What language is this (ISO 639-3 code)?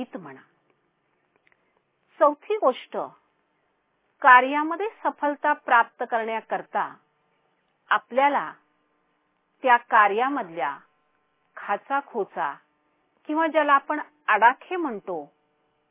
mar